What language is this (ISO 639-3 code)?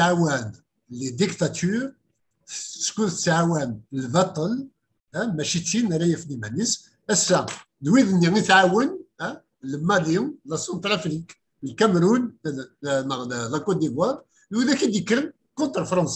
kab